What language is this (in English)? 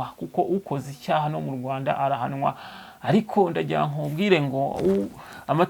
Kinyarwanda